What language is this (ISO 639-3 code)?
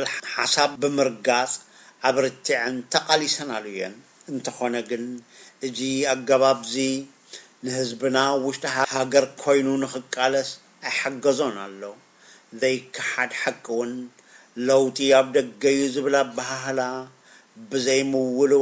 tir